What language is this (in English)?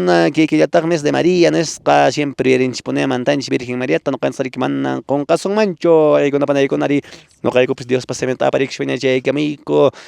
Quechua